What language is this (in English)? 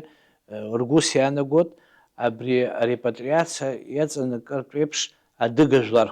Abkhazian